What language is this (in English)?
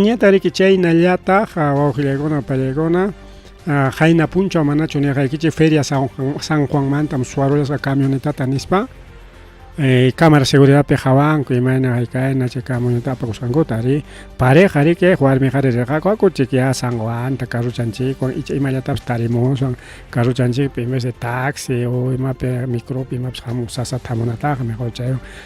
Ayacucho Quechua